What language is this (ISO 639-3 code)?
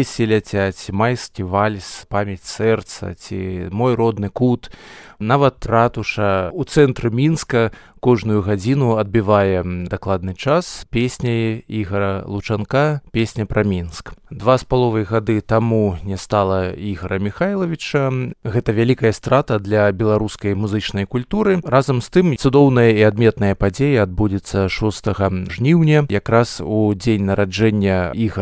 bel